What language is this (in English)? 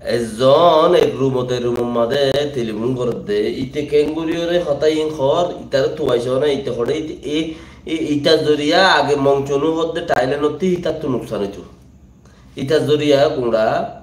Rohingya